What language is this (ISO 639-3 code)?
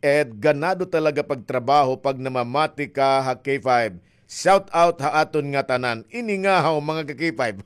war